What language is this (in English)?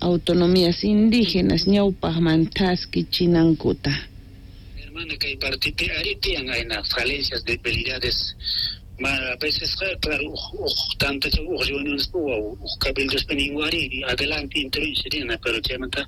South Bolivian Quechua